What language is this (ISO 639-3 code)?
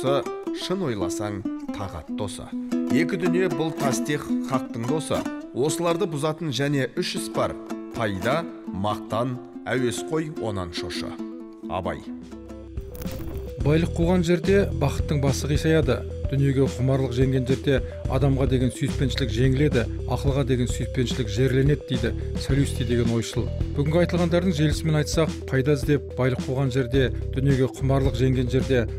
kaz